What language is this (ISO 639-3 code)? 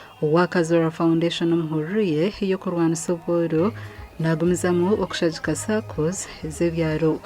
nyn